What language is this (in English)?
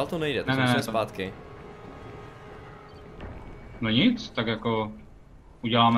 Czech